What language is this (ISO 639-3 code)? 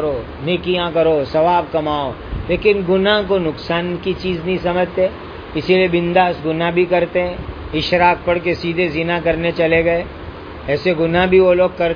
urd